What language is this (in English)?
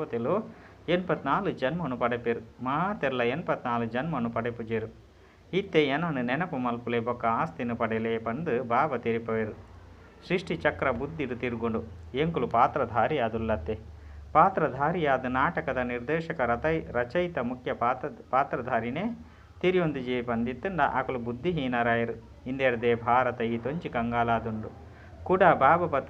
Tulu